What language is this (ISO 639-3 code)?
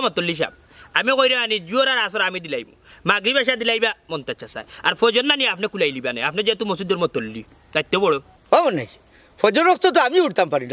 syl